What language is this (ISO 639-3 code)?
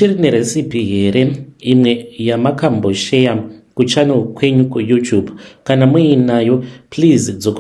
sna